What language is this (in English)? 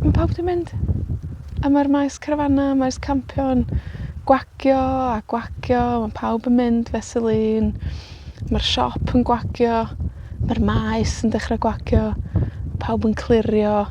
Welsh